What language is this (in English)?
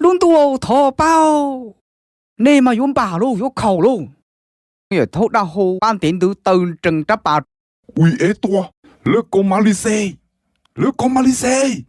Hmong